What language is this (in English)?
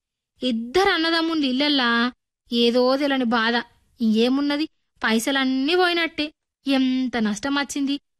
Telugu